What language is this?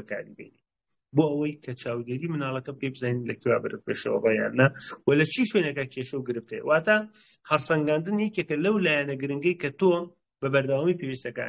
Central Kurdish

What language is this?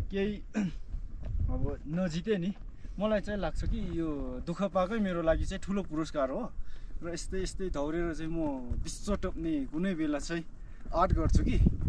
Nepali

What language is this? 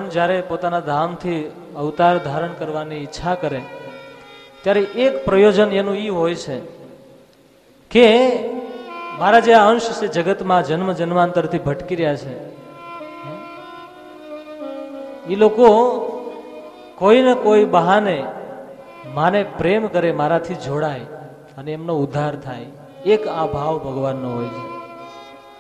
Gujarati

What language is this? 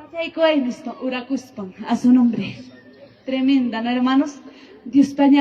Ayacucho Quechua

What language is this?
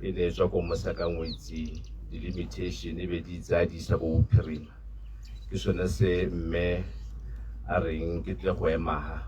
Tswana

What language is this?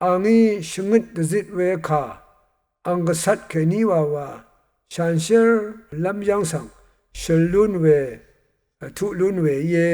Rawang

